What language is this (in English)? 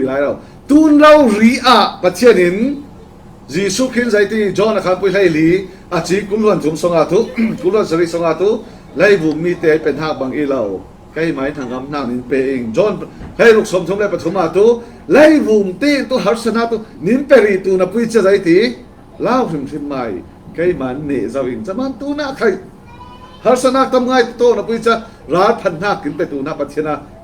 Falam Chin